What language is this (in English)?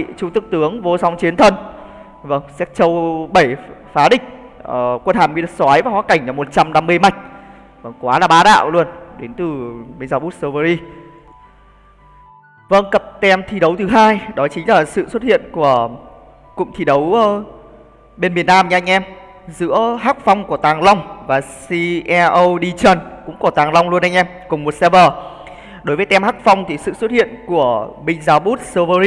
Vietnamese